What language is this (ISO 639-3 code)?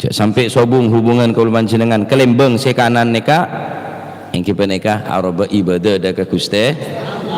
mad